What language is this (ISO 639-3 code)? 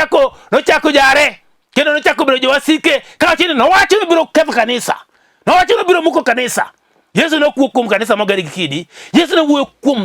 luo